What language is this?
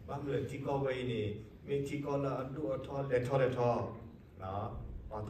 S'gaw Karen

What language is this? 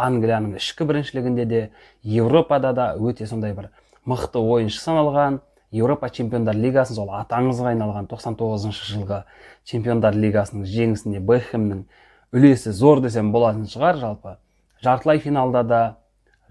Kazakh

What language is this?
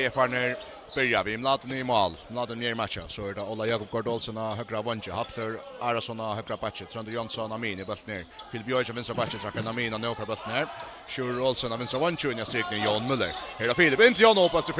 Faroese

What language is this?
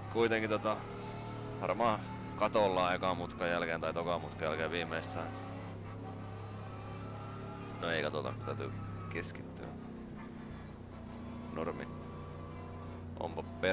Finnish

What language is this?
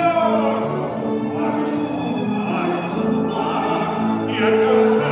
Swedish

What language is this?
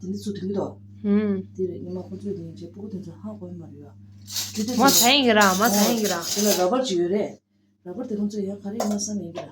Tibetan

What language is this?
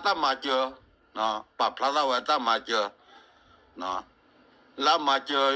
S'gaw Karen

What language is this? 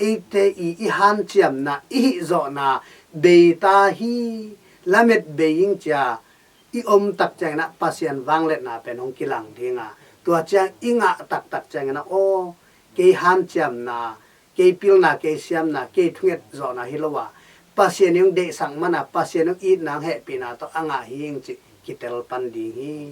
Tedim Chin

